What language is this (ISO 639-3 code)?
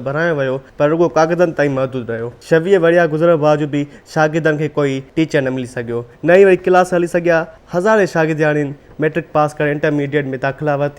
snd